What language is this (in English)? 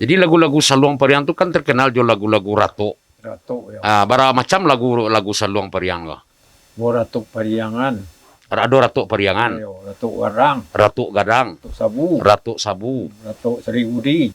Minangkabau